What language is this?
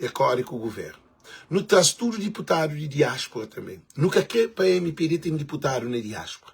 Kabuverdianu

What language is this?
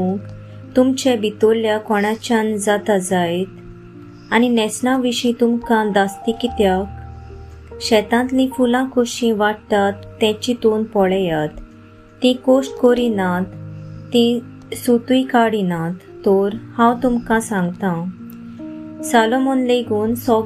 Konkani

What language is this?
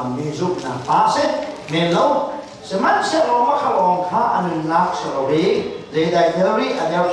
Hakha Chin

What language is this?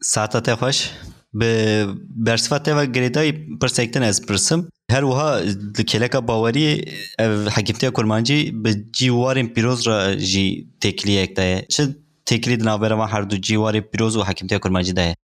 Kurdish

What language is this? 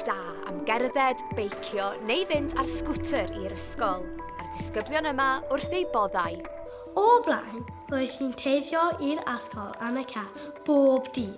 Welsh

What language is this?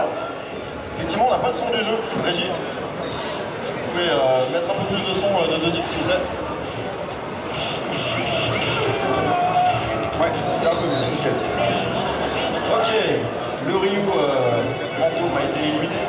French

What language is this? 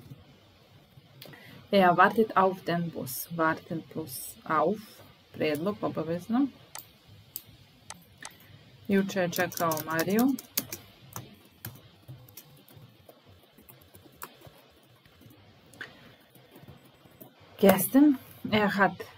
Serbian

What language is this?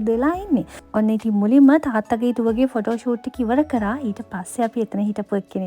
Sinhala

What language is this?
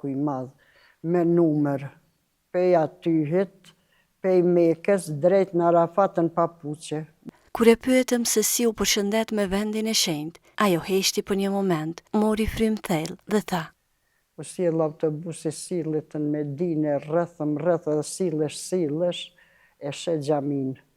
Albanian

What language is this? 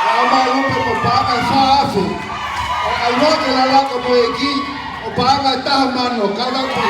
Tongan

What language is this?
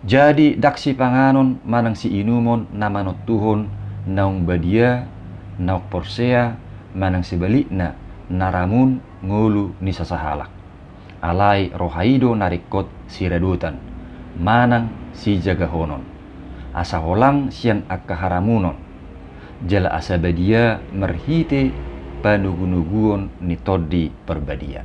Batak Toba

